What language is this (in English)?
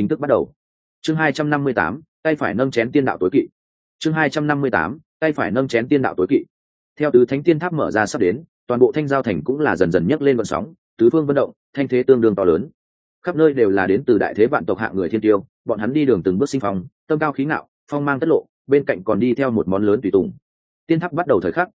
Vietnamese